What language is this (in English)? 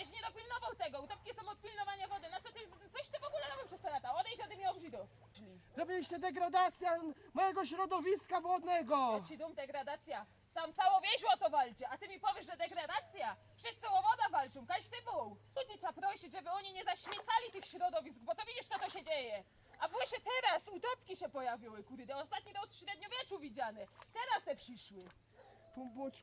Silesian